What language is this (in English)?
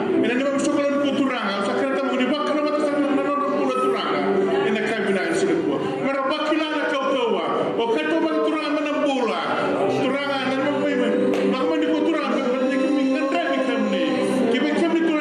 Fijian